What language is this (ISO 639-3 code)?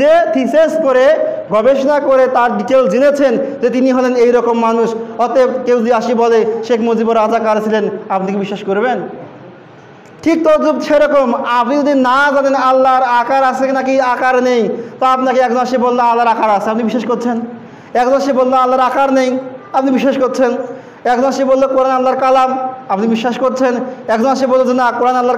ben